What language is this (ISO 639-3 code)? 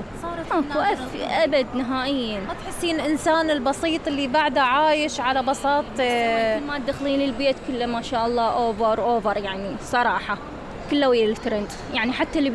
acm